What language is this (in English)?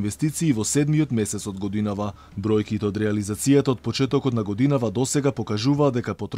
Macedonian